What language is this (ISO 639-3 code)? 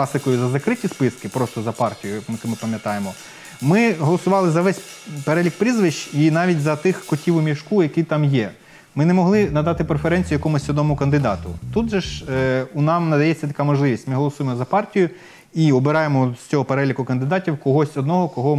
ukr